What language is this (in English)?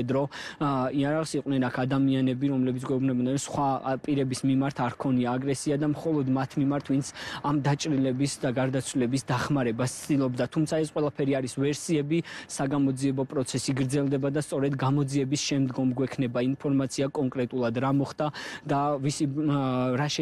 Georgian